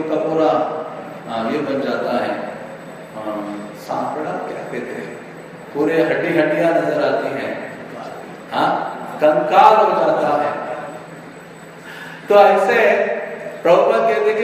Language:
Hindi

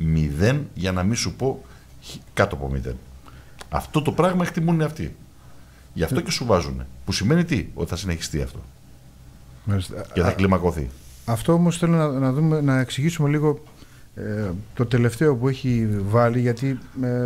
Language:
Greek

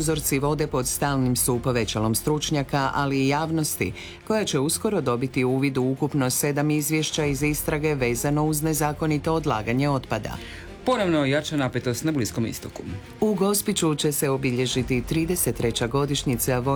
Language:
Croatian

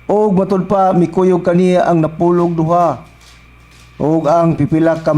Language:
Cebuano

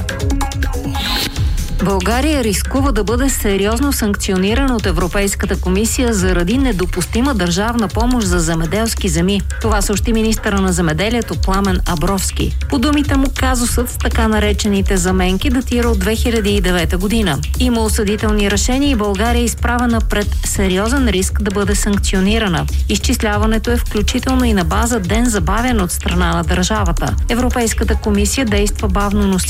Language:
Bulgarian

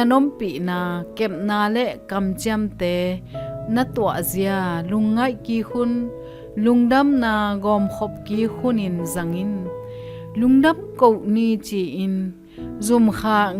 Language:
Tedim Chin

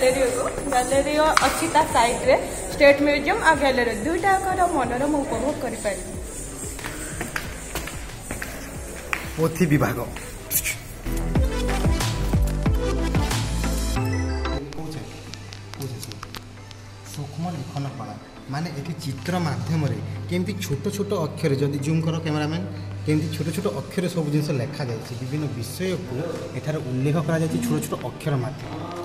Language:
Odia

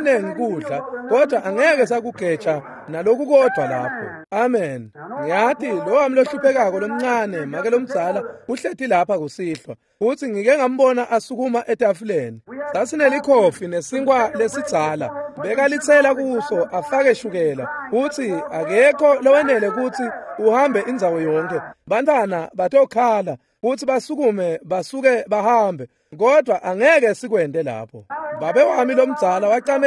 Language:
Swati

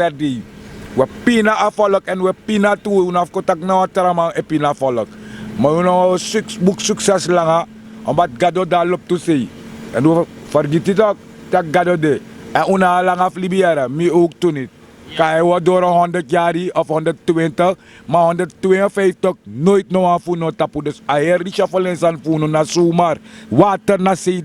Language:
Sranan Tongo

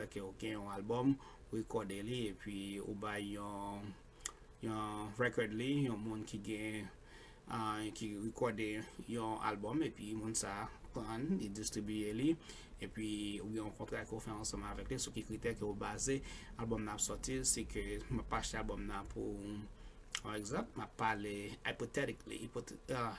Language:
Haitian Creole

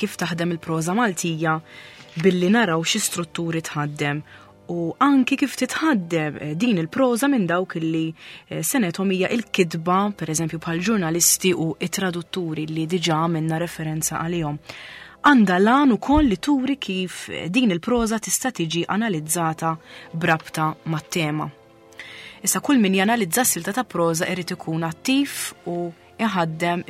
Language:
Maltese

